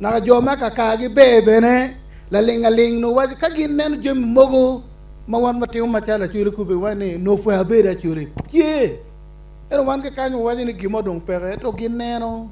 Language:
Acoli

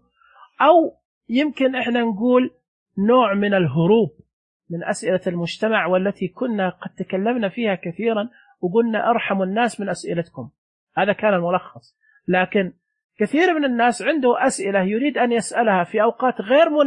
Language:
Najdi Arabic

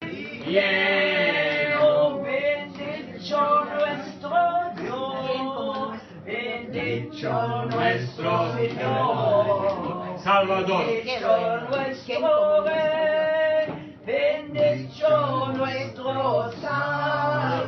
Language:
Ladino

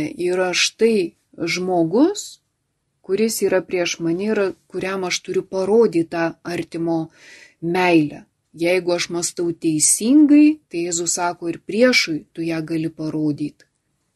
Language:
Lithuanian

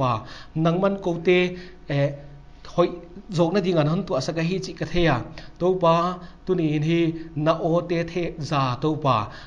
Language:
Paite Chin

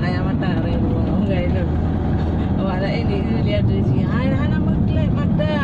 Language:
Achinese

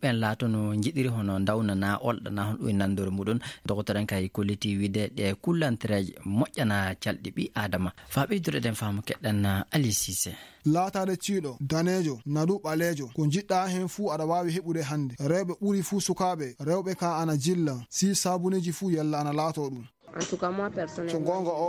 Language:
Fula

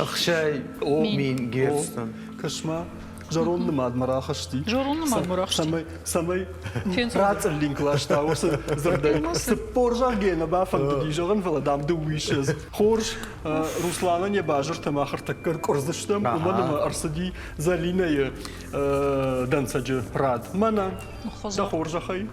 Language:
Ossetic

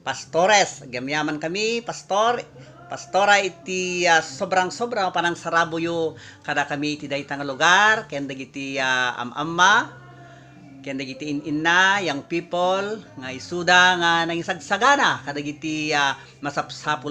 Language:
Iloko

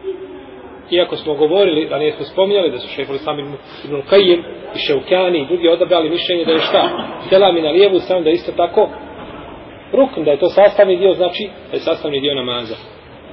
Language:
Bosnian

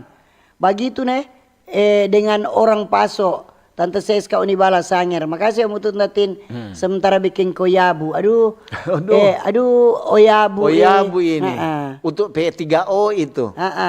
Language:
Manado Malay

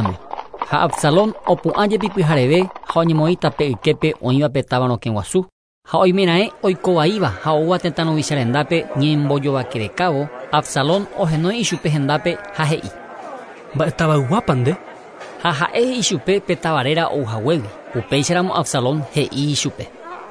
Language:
Guarani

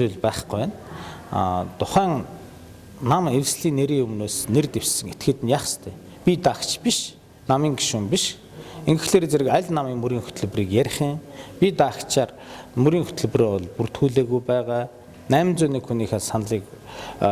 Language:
Mongolian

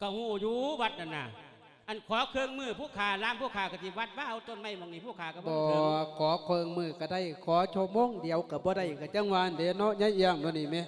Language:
Lao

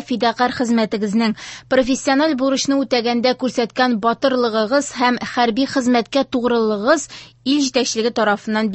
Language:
Tatar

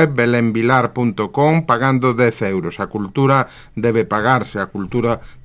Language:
Galician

